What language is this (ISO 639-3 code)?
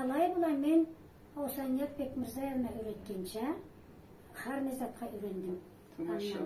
krc